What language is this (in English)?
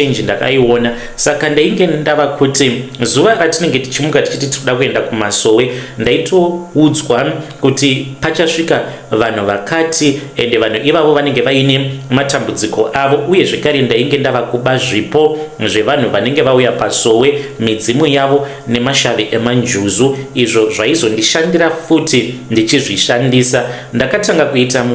Shona